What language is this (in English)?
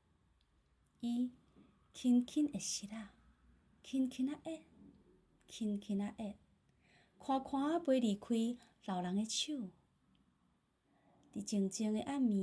Min Nan Chinese